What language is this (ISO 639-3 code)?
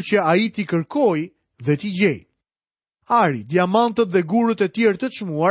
sqi